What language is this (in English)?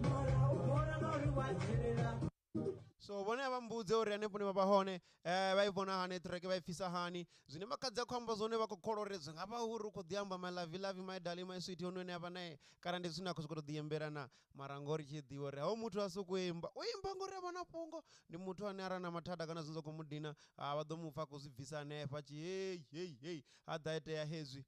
Venda